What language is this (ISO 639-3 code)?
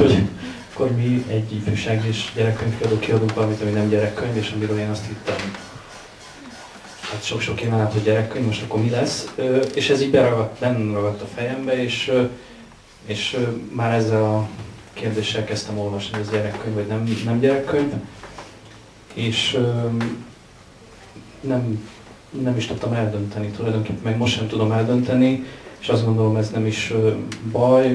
hun